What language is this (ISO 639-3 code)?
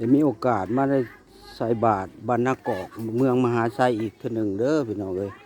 lao